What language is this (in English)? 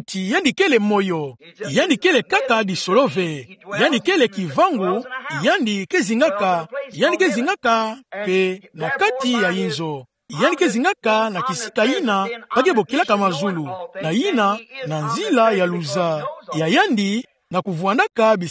Kituba (Democratic Republic of Congo)